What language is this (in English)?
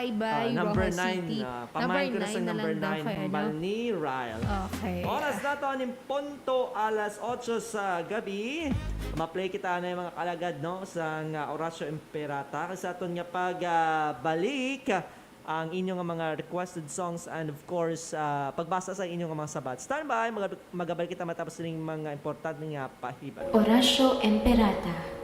Hiligaynon